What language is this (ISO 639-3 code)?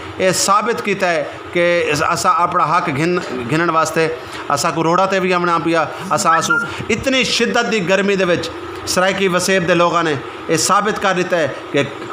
skr